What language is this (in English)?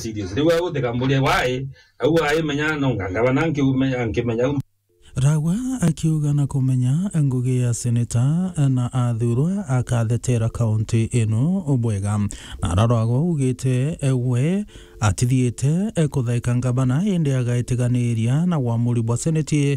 Meru